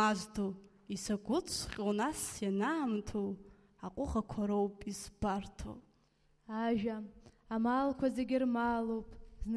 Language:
Abkhazian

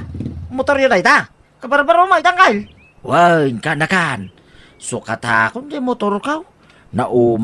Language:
Iloko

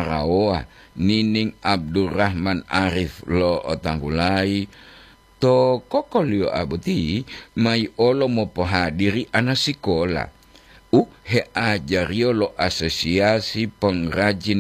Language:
Gorontalo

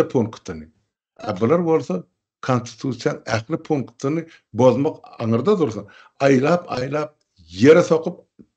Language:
Turkmen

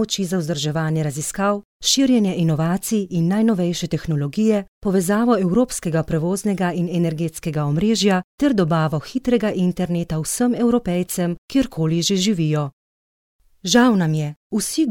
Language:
Slovenian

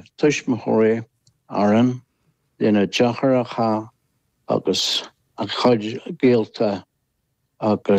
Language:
Irish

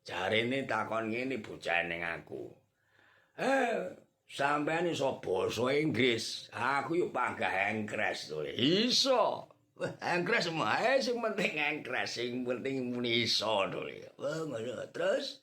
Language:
Javanese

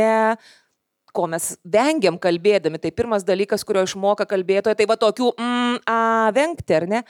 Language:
Lithuanian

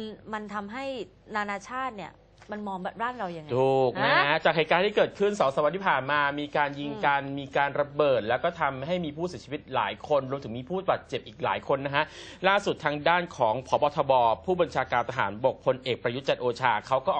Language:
Thai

